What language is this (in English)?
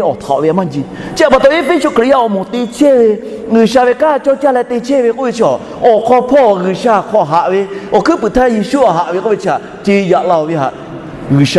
Lahu